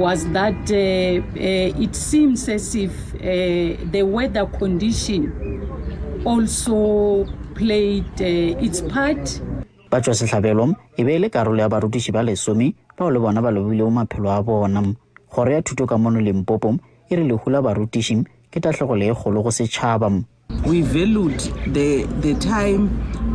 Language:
Northern Sotho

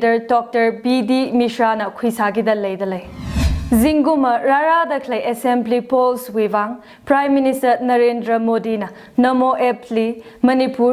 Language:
Tangkhul Naga (India)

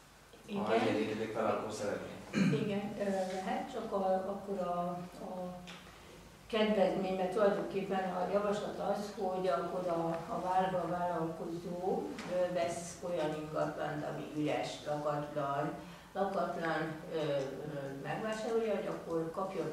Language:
Hungarian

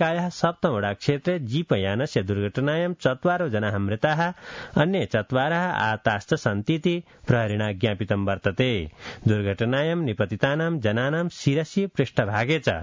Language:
Sanskrit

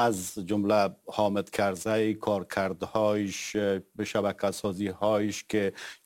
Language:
Persian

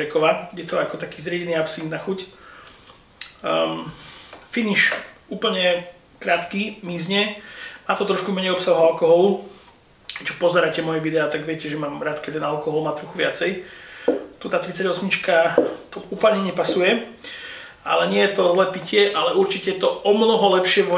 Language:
Slovak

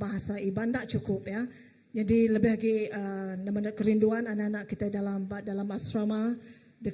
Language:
Iban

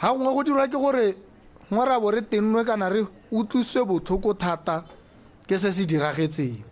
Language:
Tswana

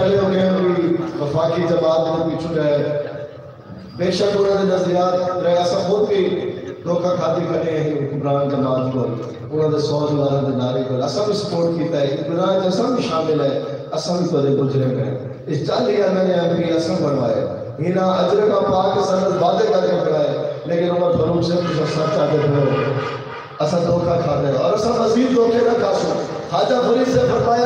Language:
Saraiki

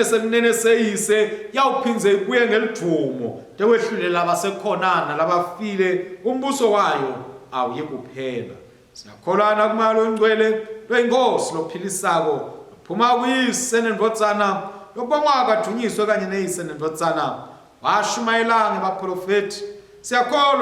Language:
Swati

